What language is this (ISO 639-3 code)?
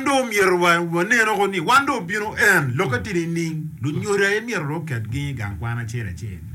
ach